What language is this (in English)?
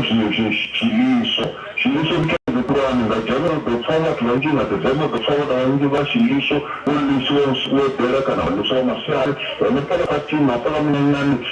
Venda